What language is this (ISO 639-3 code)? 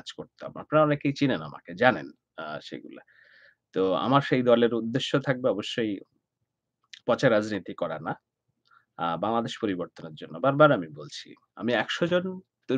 ben